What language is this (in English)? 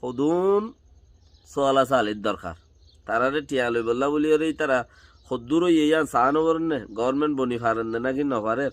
Rohingya